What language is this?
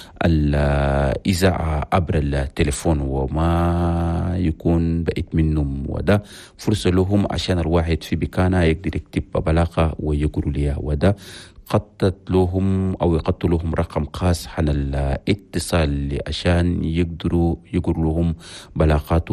Chadian Arabic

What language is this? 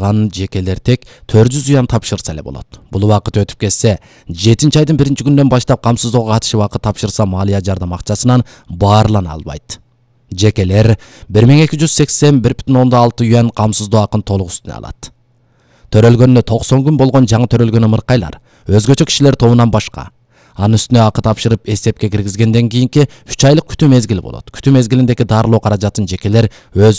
Kyrgyz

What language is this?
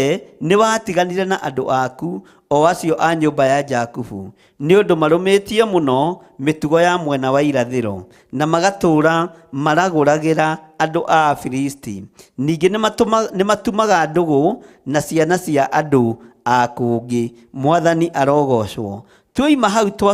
Kikuyu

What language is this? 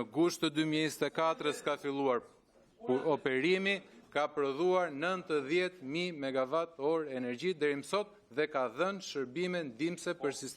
Albanian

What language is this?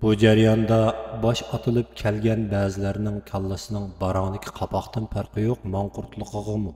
Uyghur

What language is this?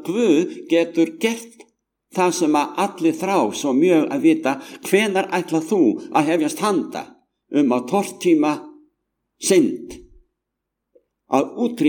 Icelandic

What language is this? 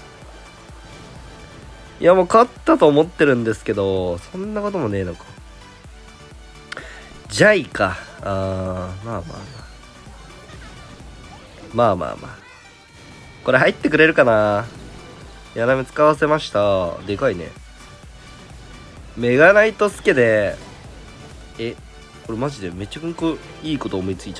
Japanese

